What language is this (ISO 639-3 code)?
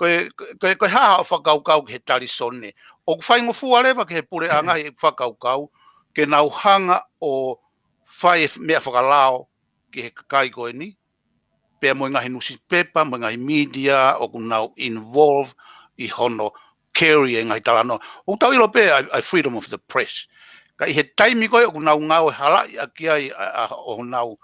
ton